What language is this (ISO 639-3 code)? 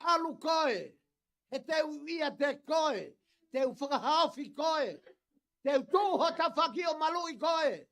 ton